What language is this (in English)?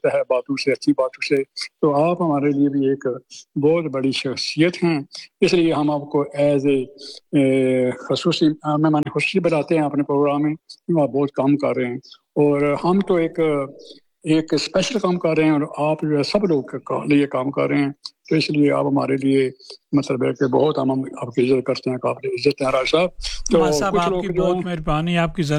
Urdu